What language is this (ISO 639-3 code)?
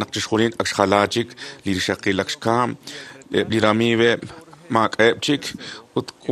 kek